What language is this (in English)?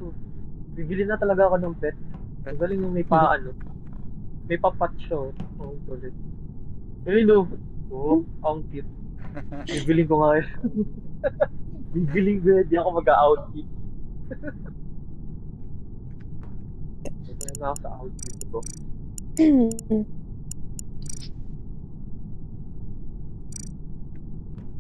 Filipino